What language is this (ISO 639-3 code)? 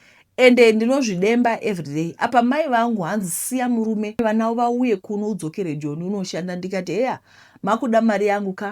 sna